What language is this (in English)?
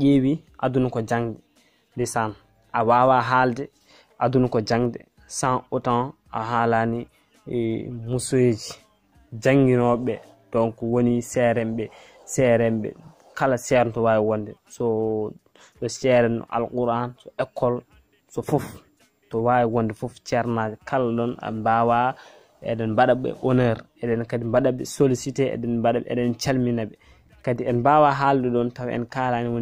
Fula